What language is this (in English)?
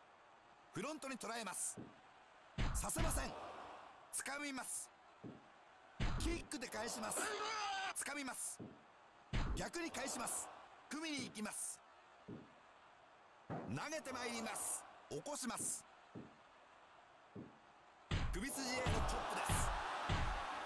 Japanese